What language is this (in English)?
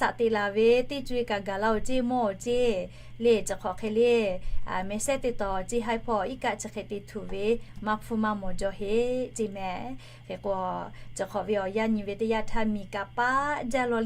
Lahu